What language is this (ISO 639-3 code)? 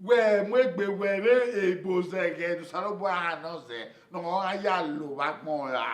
bin